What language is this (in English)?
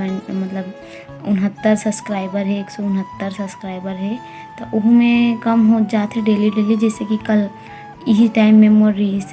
Chhattisgarhi